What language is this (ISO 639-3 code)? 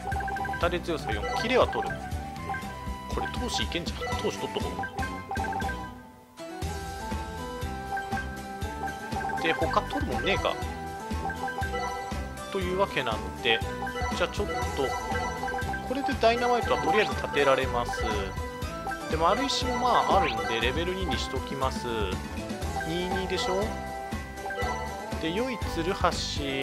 jpn